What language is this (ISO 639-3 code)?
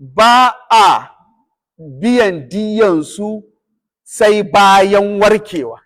hau